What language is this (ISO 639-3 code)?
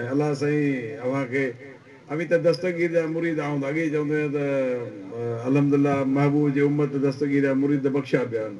snd